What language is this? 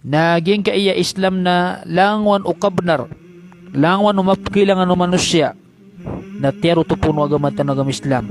Maranao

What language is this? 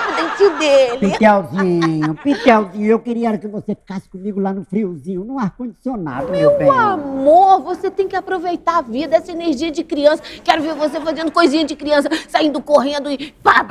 Portuguese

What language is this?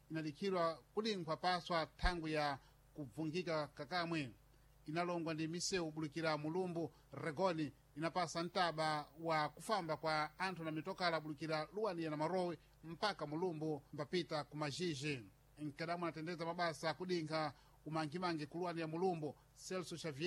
Sena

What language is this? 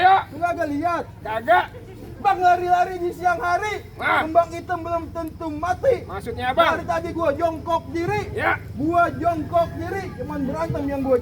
Betawi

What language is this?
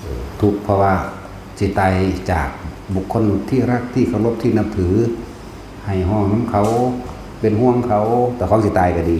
Northeastern Thai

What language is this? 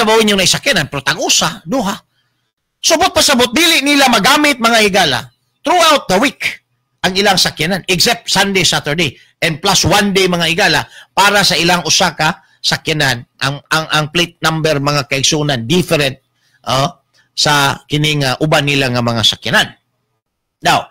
Cebuano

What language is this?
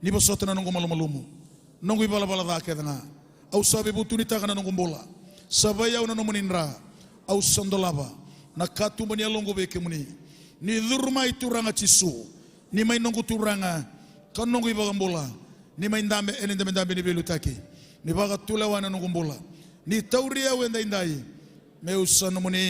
Fijian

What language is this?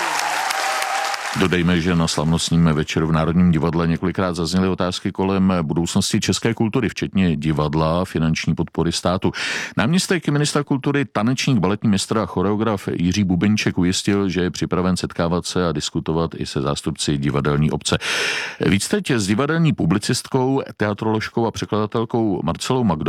Czech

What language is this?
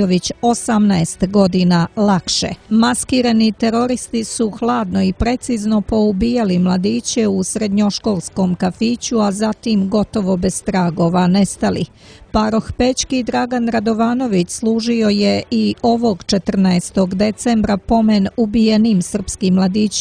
Serbian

